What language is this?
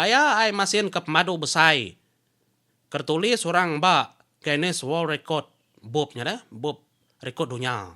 Iban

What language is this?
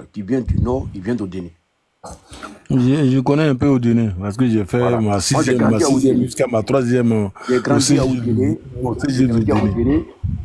French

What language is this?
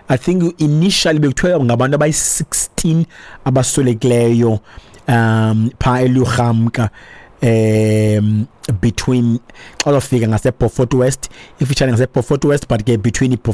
Xhosa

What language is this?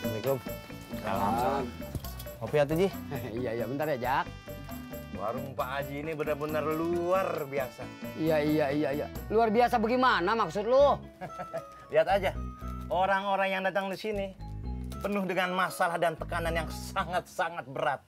Betawi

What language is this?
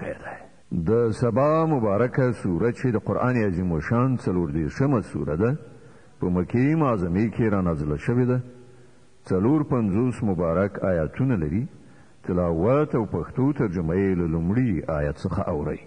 Pashto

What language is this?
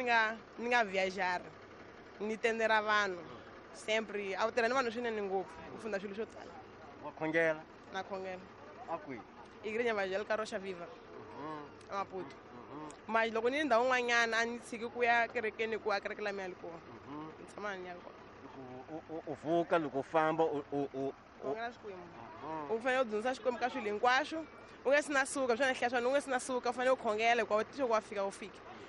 Tsonga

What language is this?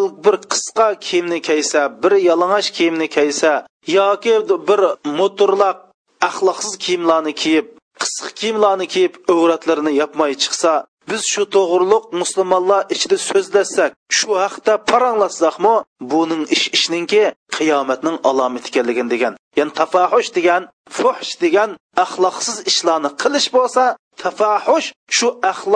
Uyghur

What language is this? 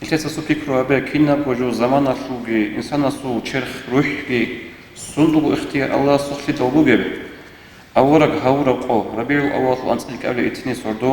Avaric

